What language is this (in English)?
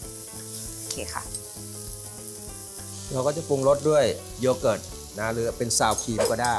Thai